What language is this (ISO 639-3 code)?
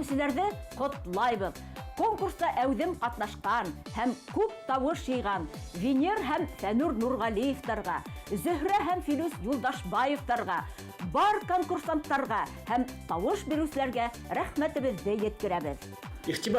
bak